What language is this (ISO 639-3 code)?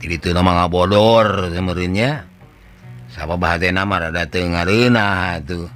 sun